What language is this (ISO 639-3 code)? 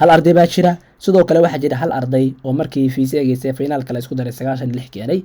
som